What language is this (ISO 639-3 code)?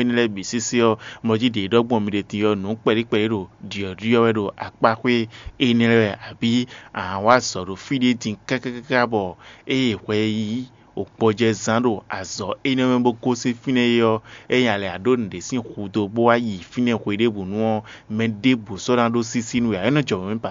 fon